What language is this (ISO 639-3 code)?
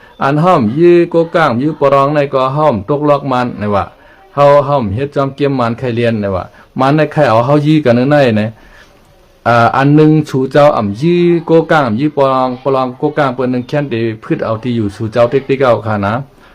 shn